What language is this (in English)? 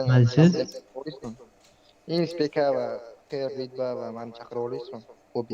Kara-Kalpak